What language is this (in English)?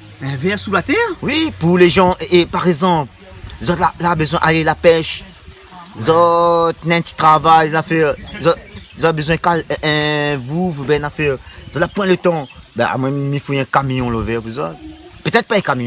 Réunion Creole French